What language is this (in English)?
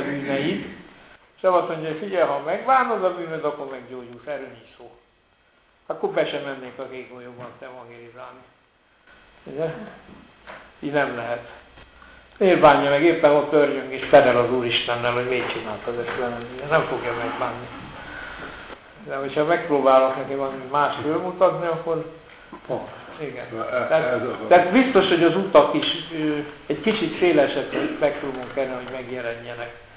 Hungarian